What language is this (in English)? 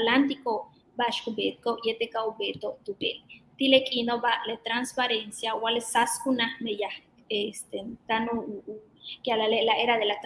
Yucateco